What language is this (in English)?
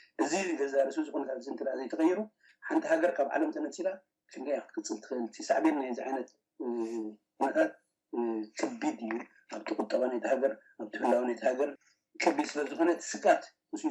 Tigrinya